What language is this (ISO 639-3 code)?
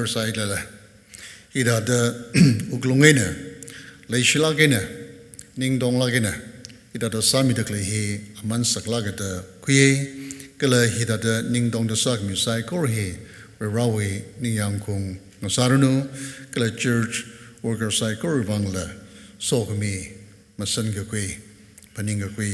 nmf